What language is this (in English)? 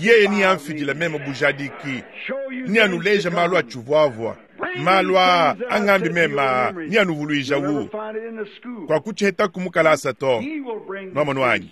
Luba-Lulua